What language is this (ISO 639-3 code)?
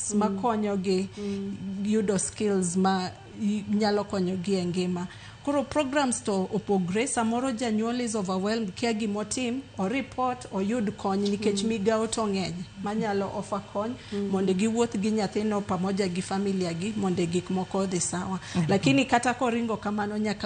luo